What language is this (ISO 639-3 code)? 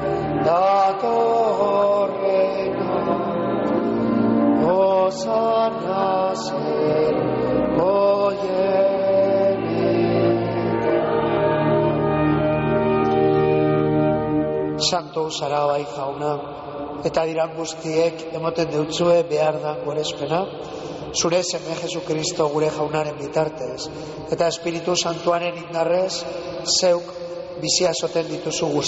eus